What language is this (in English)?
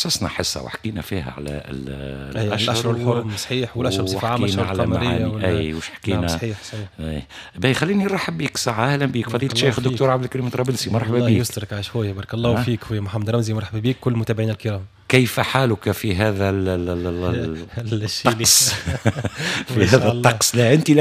Tunisian Arabic